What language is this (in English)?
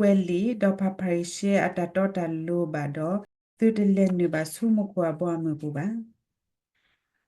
S'gaw Karen